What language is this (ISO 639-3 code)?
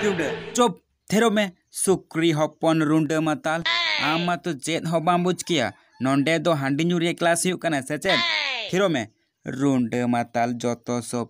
sat